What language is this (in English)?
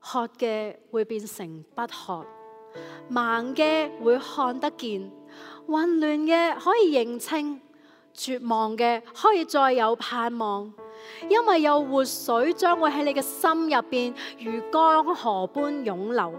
Cantonese